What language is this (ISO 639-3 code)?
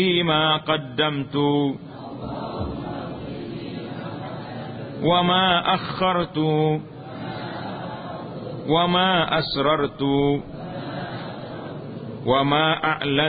msa